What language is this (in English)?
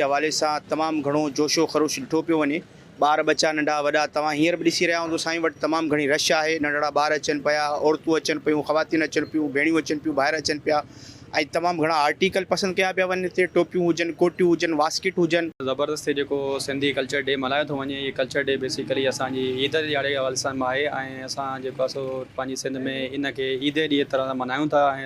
Sindhi